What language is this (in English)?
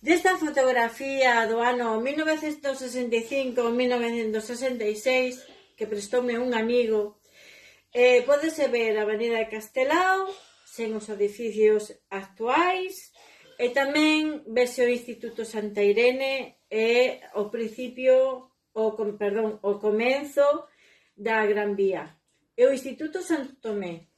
Galician